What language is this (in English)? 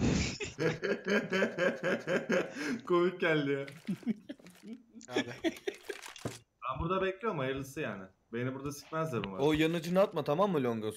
Turkish